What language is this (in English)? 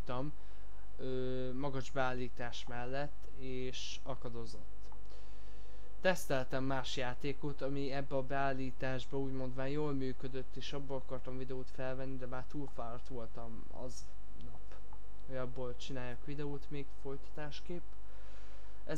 Hungarian